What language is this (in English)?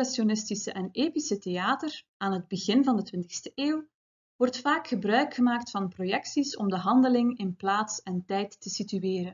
Dutch